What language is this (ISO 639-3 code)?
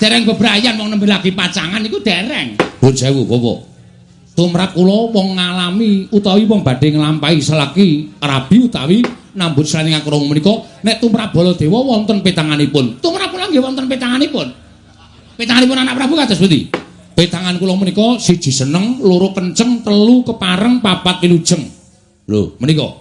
jav